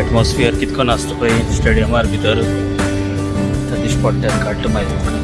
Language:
Konkani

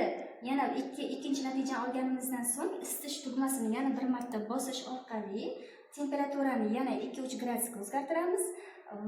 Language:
Uzbek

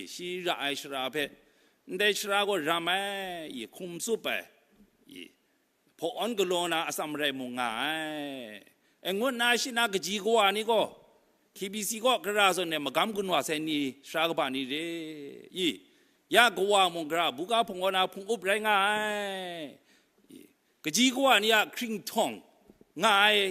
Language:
Kachin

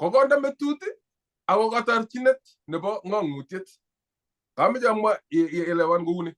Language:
Kalenjin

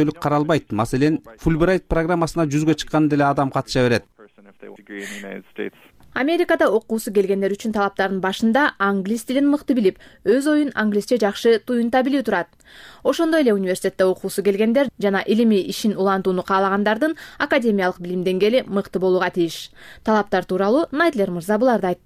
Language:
Kyrgyz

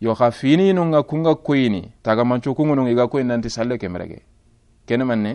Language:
Soninke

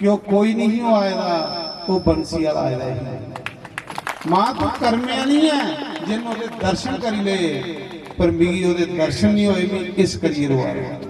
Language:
Dogri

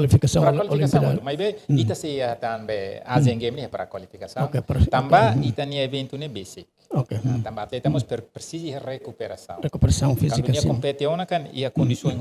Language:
Tetum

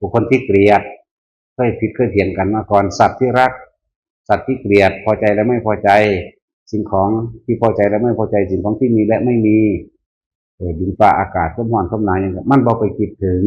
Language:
Northeastern Thai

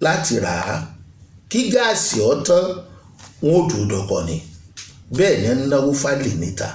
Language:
Yoruba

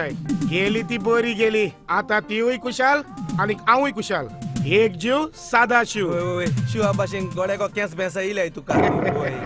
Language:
Konkani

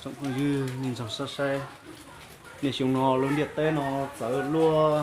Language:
Hmong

